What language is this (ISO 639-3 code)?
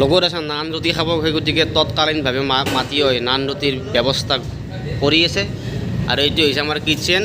asm